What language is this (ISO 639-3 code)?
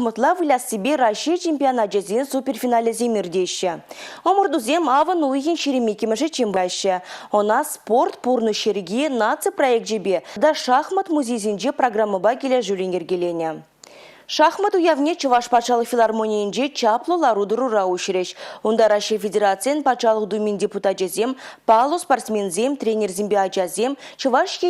chv